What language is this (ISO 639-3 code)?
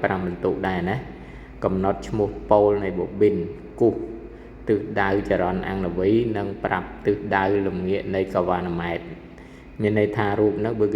khm